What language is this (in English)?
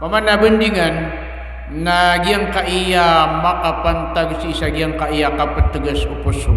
Maranao